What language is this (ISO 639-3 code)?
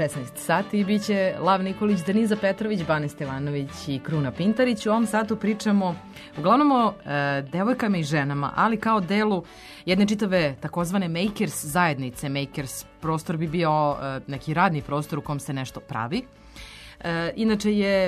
srp